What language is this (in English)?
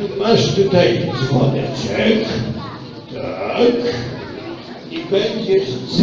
Polish